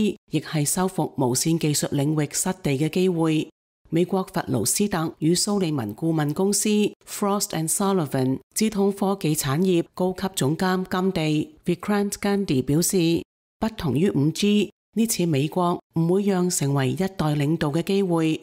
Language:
Cantonese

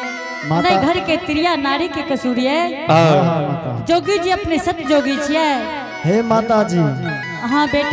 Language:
Angika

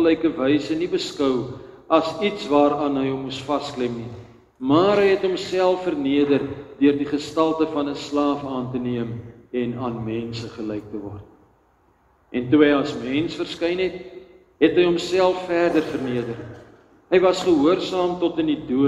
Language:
Afrikaans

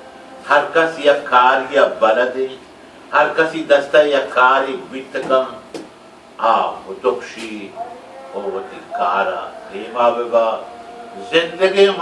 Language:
Baluchi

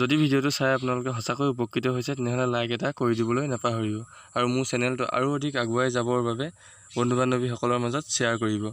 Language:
Assamese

